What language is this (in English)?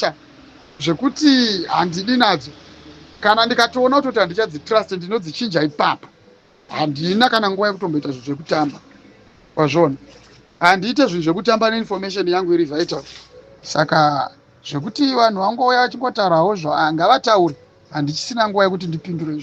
Shona